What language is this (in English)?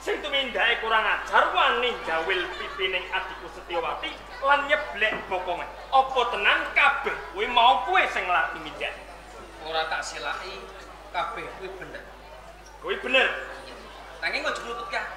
Javanese